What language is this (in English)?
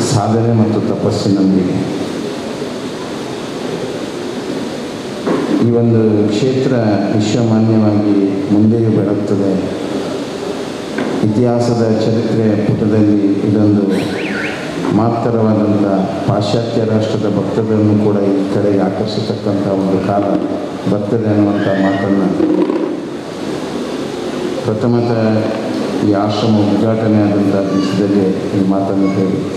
Kannada